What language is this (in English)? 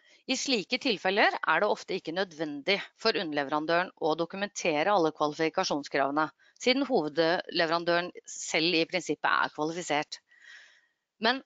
Norwegian